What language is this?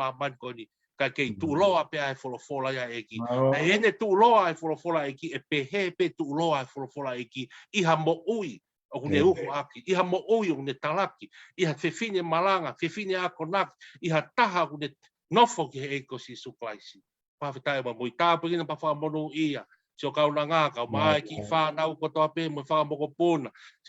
Tongan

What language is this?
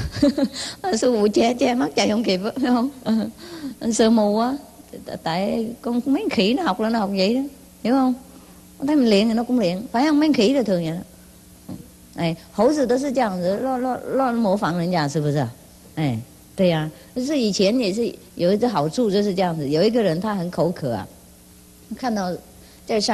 Vietnamese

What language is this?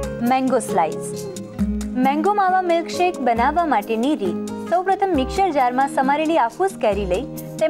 Gujarati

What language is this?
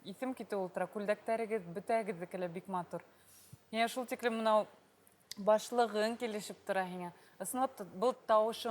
Bashkir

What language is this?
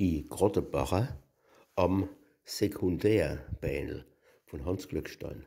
Palatine German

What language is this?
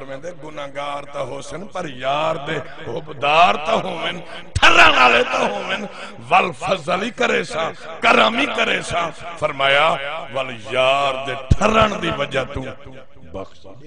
Saraiki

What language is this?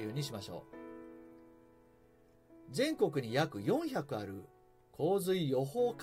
Japanese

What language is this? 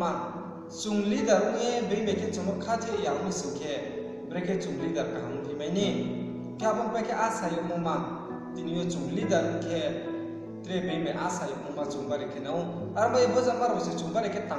Riang (India)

